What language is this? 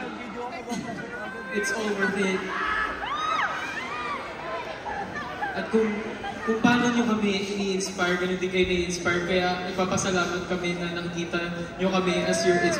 Filipino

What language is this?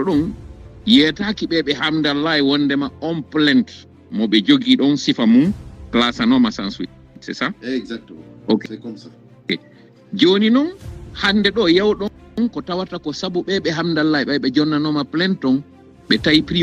Fula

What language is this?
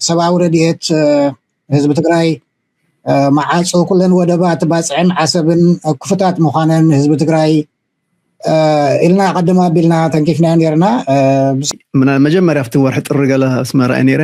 Tigrinya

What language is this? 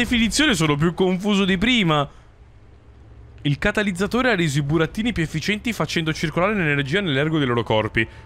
Italian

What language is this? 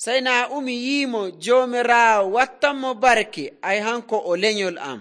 Nigerian Fulfulde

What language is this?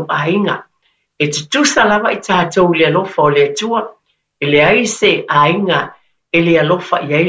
Samoan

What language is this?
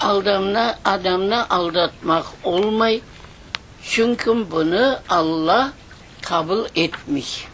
Crimean Tatar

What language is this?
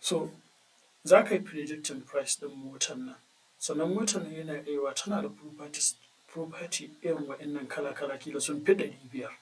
Hausa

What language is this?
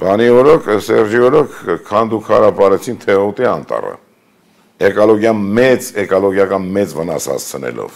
Armenian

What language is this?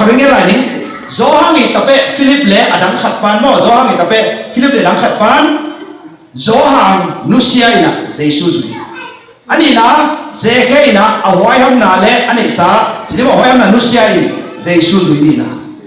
Tedim Chin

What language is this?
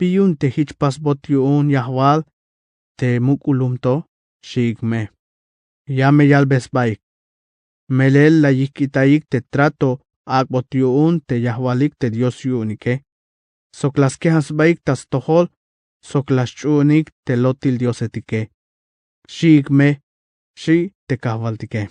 Tzeltal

